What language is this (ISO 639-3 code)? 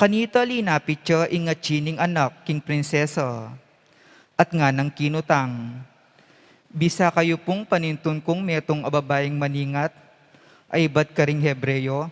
pam